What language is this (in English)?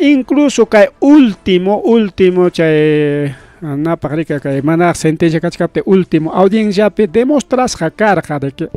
Ayacucho Quechua